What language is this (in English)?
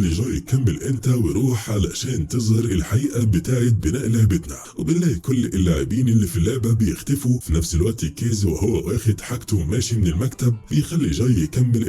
Egyptian Arabic